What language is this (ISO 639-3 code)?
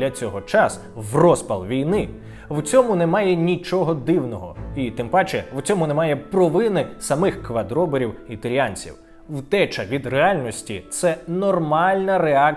ukr